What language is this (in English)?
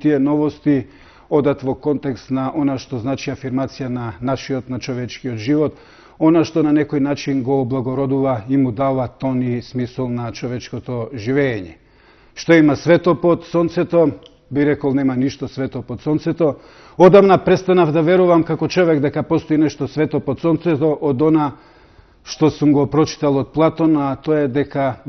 Macedonian